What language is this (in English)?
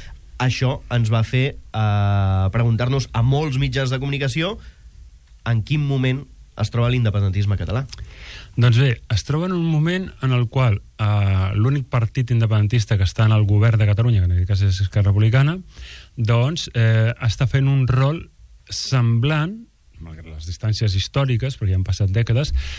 Catalan